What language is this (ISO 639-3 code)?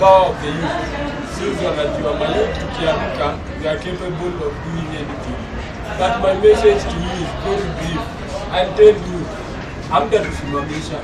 kam